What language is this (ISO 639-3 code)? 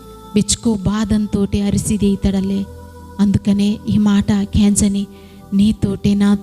kff